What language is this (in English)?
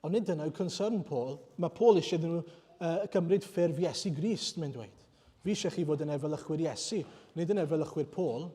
Welsh